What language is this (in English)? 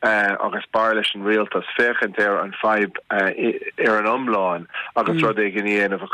Irish